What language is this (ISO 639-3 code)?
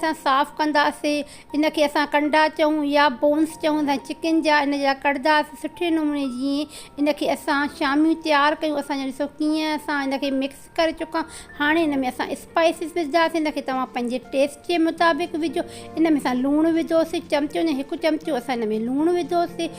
snd